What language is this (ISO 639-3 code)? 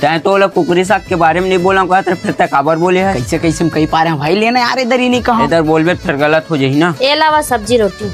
hne